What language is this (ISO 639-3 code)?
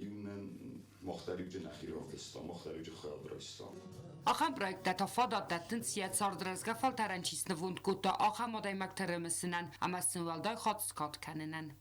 oss